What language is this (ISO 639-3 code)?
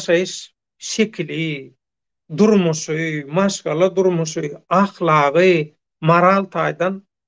tuk